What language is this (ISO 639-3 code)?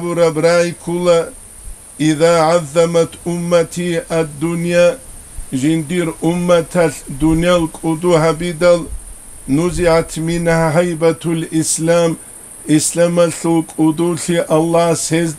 ava